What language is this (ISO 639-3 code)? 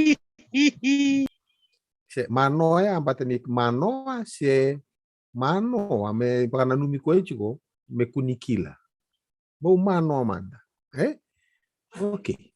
fij